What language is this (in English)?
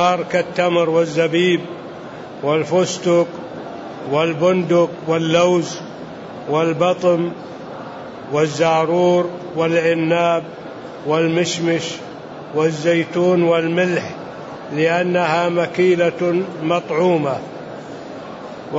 Arabic